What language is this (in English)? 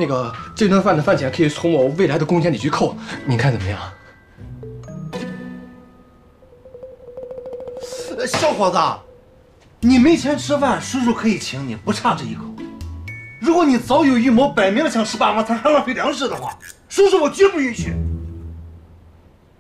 Chinese